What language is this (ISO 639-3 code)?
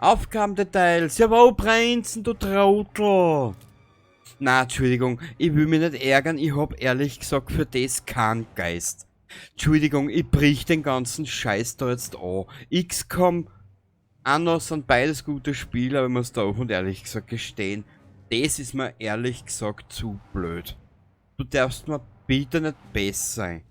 bar